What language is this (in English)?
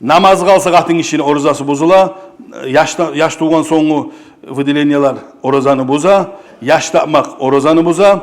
Kumyk